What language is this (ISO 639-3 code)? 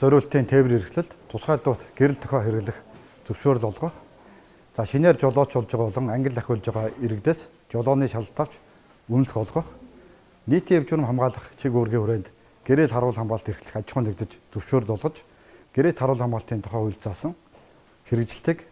mon